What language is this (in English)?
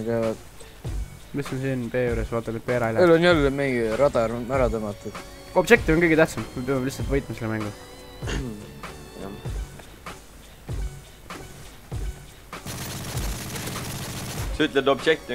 Estonian